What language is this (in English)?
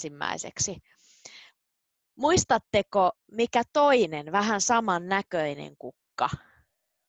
Finnish